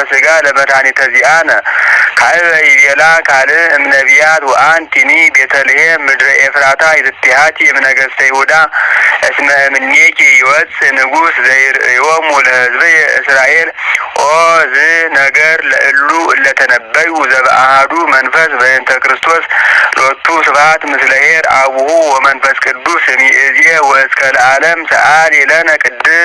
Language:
Geez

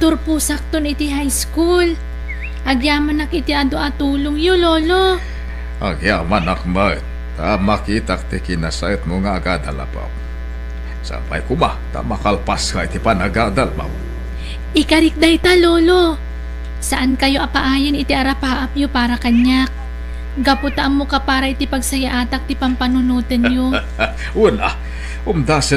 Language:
Iloko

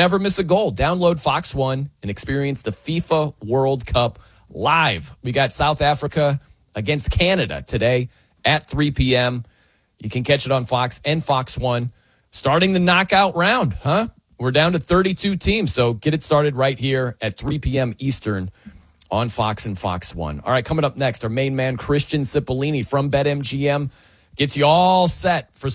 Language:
English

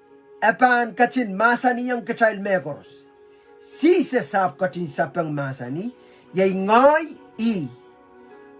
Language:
Pohnpeian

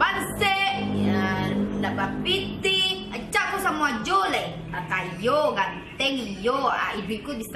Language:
Minangkabau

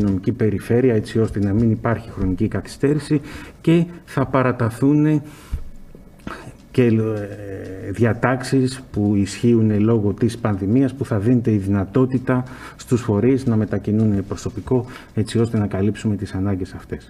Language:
Greek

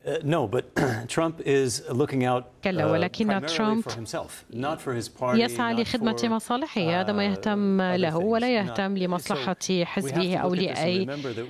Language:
Arabic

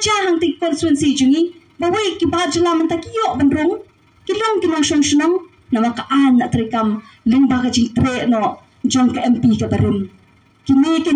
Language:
Khasi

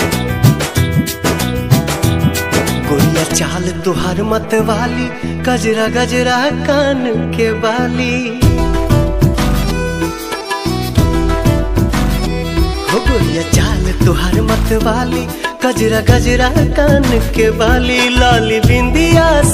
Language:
Bhojpuri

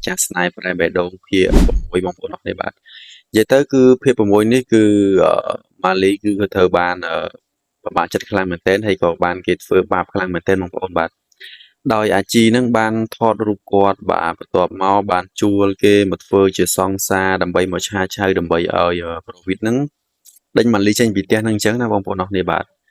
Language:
Khmer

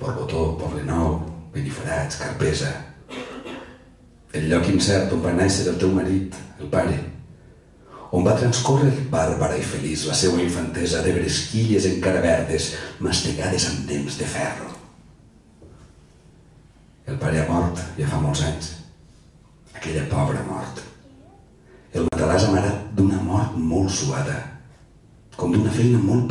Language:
Catalan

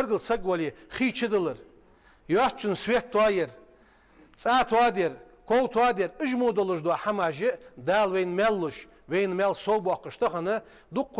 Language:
Ingush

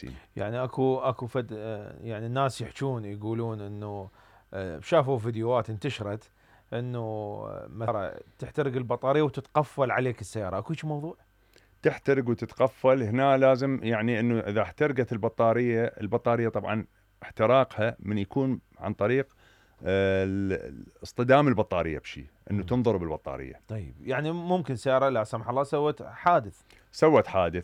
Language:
Mesopotamian Arabic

